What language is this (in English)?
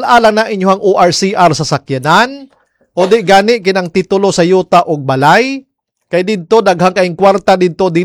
Cebuano